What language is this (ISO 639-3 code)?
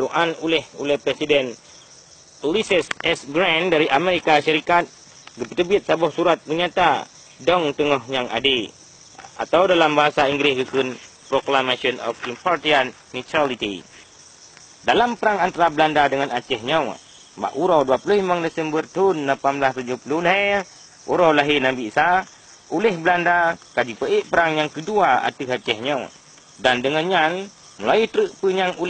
ace